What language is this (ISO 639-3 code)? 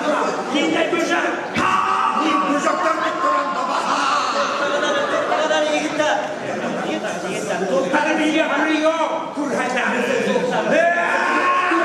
bak